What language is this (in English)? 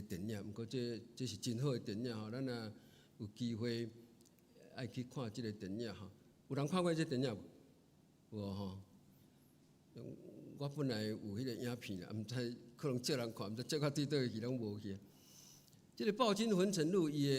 Min Nan Chinese